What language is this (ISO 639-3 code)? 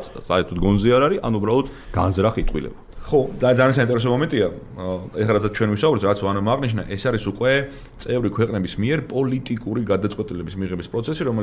kat